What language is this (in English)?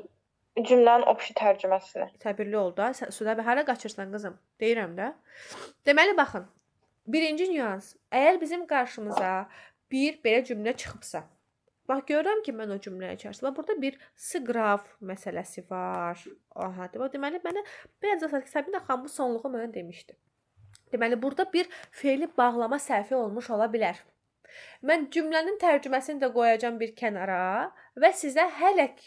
Azerbaijani